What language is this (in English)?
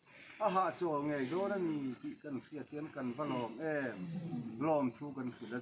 Mizo